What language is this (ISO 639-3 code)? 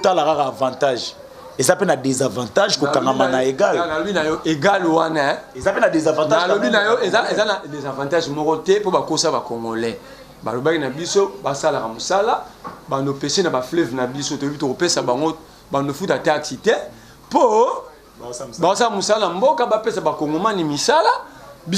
lin